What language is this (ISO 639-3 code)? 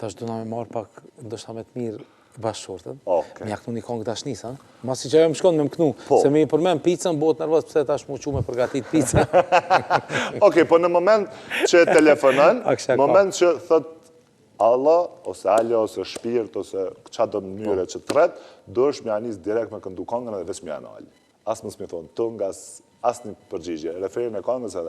sqi